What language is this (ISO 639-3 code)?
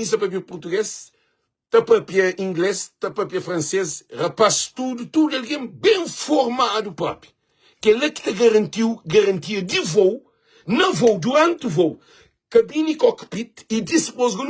kea